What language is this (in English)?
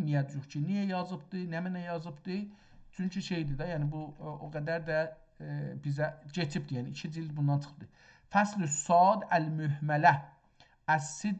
South Azerbaijani